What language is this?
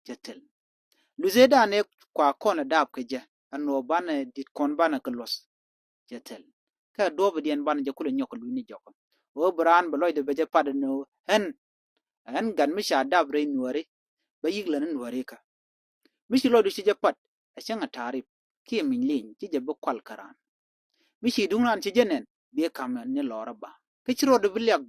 Nuer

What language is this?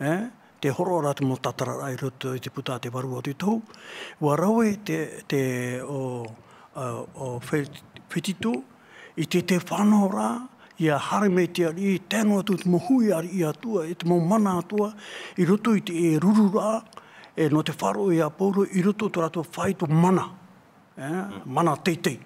Tahitian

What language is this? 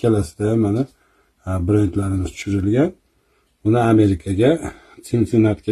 Uzbek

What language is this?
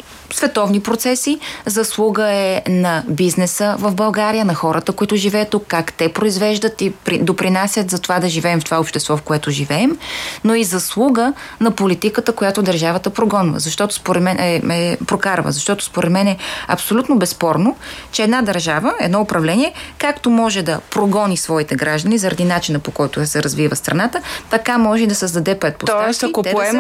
Bulgarian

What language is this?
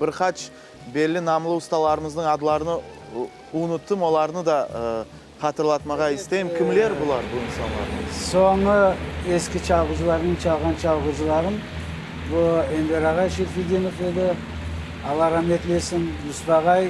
Crimean Tatar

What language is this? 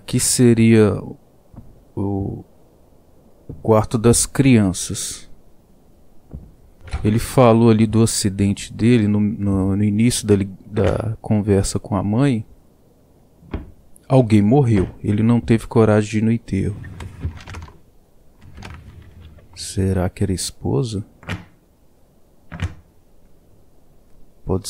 Portuguese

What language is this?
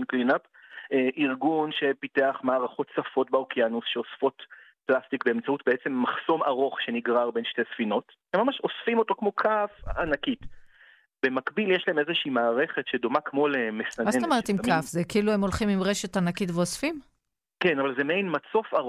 Hebrew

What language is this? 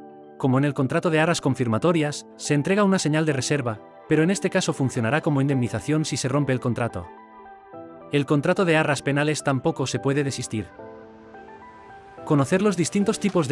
Spanish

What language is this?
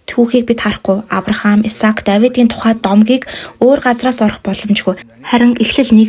Mongolian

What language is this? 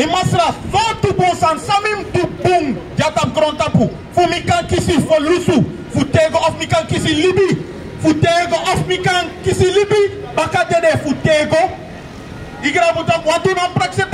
Sranan Tongo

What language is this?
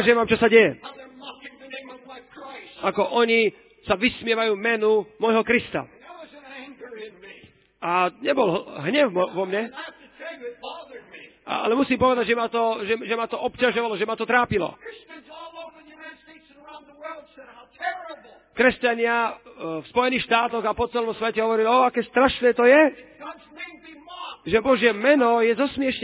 Slovak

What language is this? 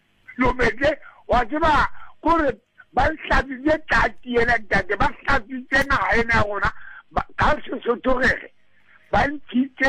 Southern Sotho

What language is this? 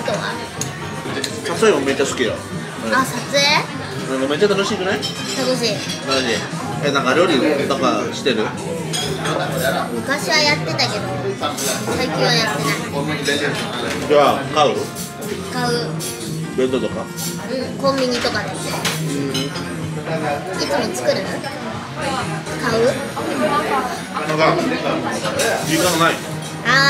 Japanese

